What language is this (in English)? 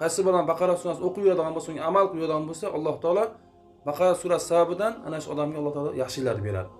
Uzbek